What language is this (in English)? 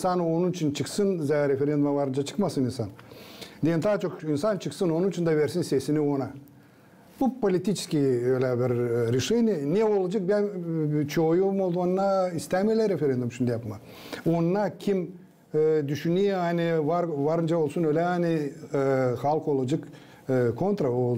Gagauz